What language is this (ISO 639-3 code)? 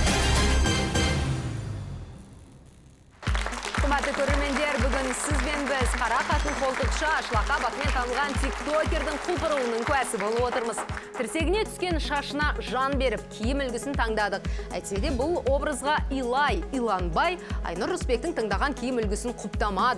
kaz